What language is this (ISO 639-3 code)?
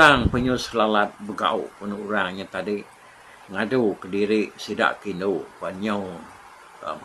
iba